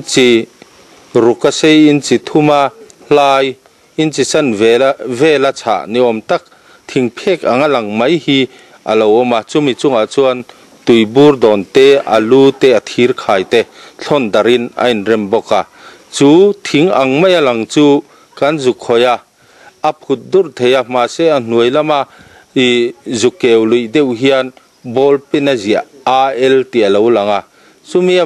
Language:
Mizo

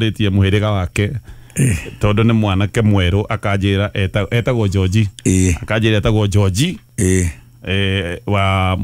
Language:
Kikuyu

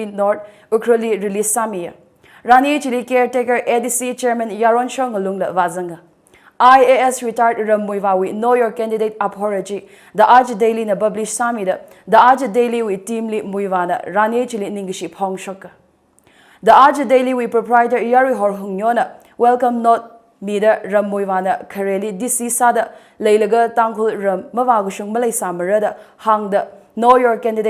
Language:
Tangkhul Naga (India)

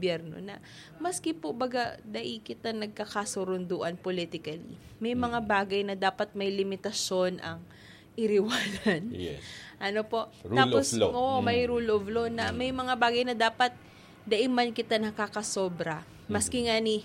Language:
Bikol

